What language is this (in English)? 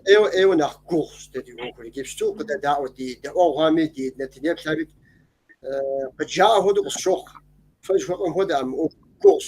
Kabardian